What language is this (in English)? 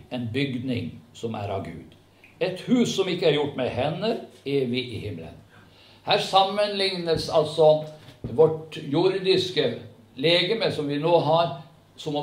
Norwegian